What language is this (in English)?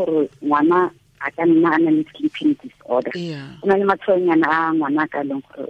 Tswana